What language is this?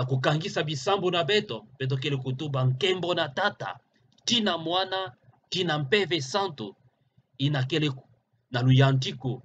Kituba (Democratic Republic of Congo)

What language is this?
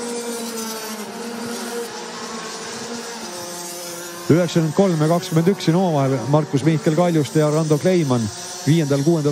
Estonian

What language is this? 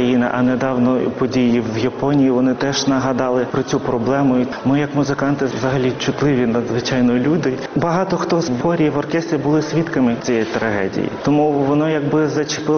Ukrainian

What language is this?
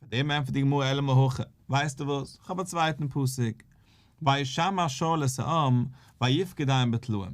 Yiddish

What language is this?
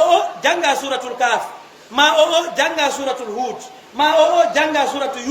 Fula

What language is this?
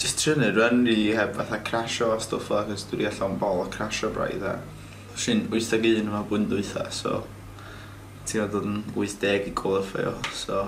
Welsh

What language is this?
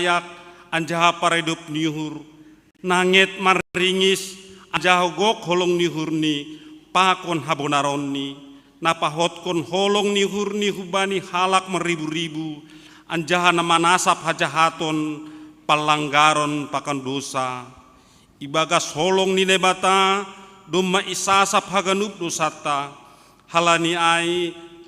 Batak Simalungun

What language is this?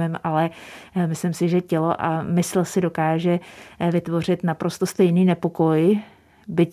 Czech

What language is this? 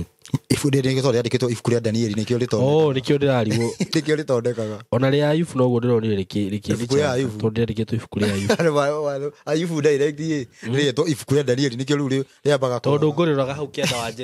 Kikuyu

